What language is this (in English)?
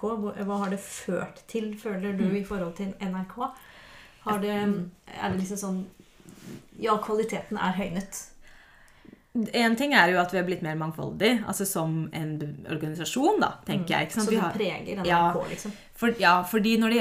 Norwegian